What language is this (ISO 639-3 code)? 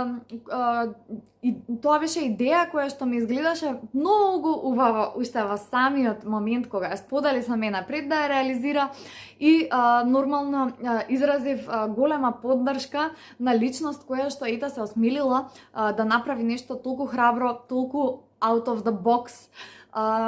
mkd